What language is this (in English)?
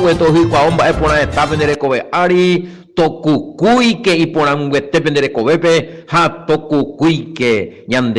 Guarani